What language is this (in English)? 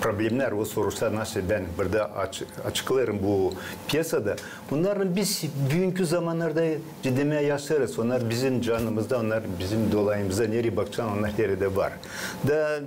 Gagauz